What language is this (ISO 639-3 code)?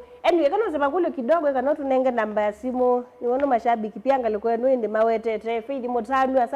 kam